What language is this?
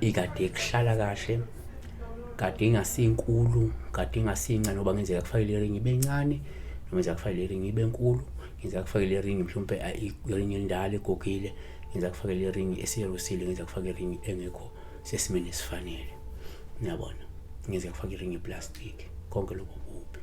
Zulu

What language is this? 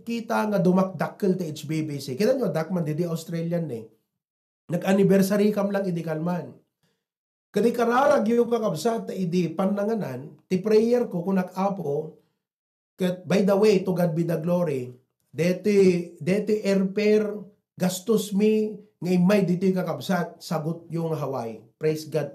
Iloko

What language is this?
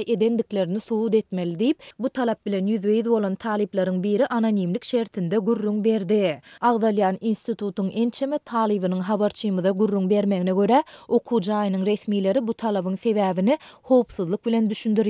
Turkmen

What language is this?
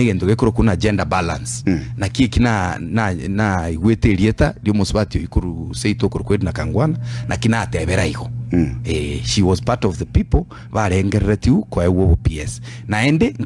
Gusii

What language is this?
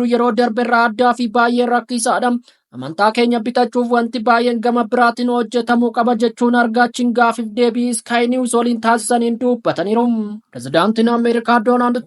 Oromo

